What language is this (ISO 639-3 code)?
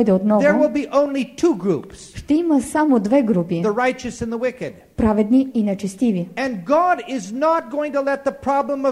bul